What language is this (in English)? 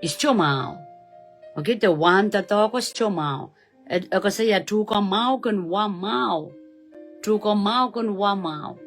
Pohnpeian